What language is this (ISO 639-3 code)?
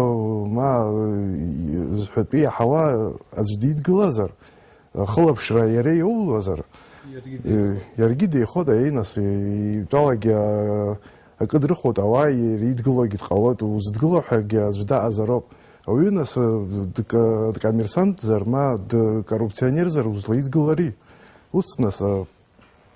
abk